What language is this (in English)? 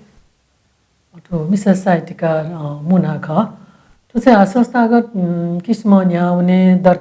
Newari